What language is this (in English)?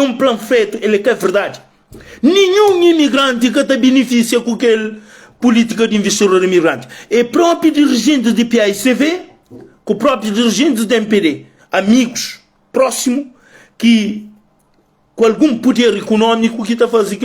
Kabuverdianu